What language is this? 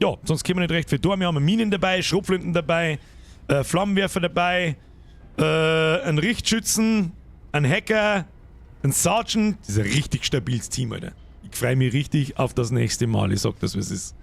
Bavarian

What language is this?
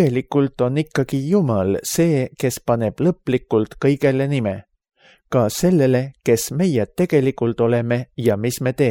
Estonian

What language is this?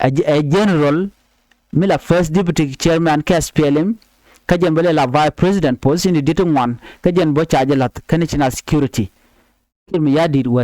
Nuer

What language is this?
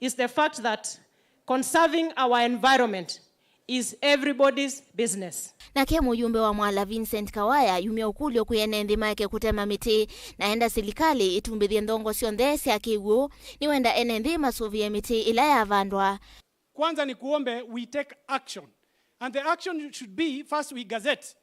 Kamba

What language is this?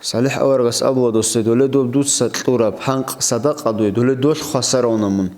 Avaric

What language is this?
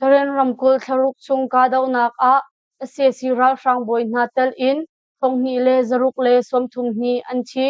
Hakha Chin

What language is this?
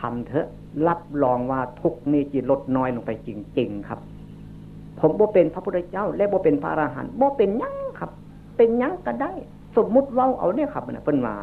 Northeastern Thai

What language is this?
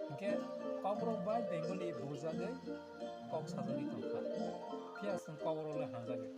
Kok Borok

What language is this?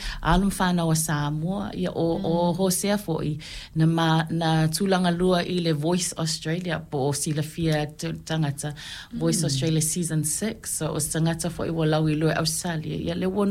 Samoan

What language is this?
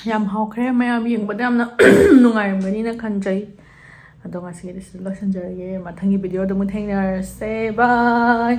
Manipuri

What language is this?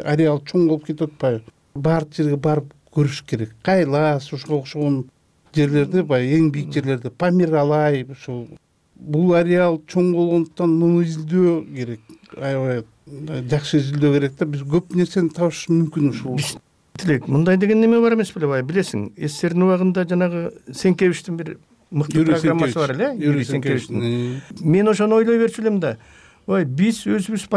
Kyrgyz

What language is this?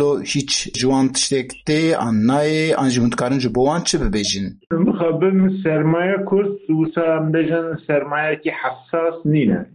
Kurdish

